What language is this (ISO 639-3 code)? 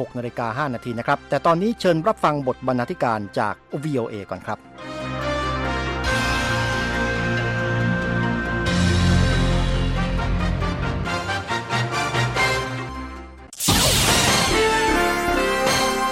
tha